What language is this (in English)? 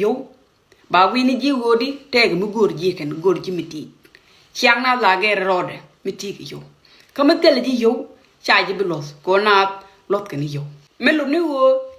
Nuer